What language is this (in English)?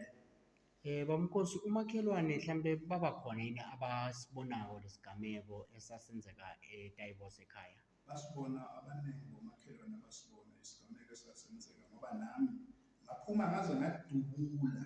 Zulu